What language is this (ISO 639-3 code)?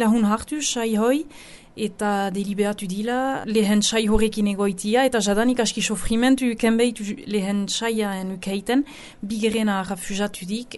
eus